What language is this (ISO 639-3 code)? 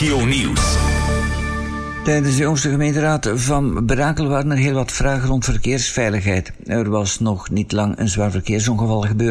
nld